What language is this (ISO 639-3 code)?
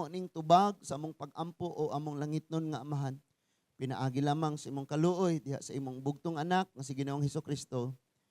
ceb